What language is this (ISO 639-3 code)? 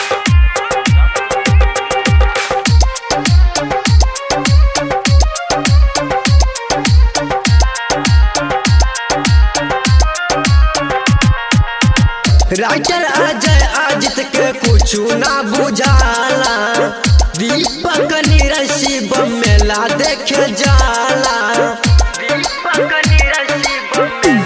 bho